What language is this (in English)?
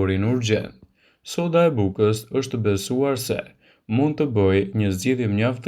Albanian